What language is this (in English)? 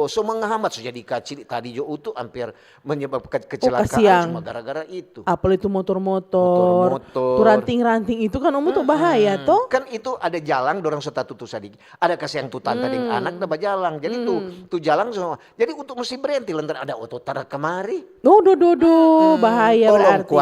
Manado Malay